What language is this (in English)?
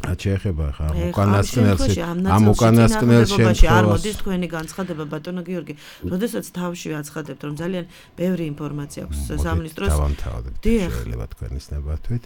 Georgian